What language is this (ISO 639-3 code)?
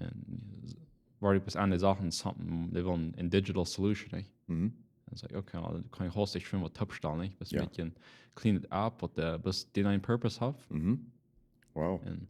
pdt